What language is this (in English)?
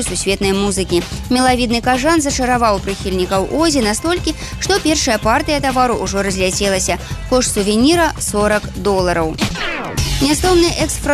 Belarusian